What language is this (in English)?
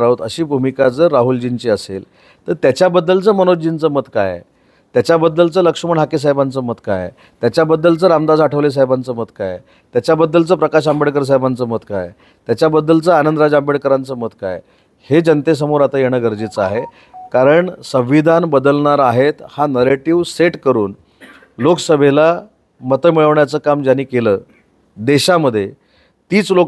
Marathi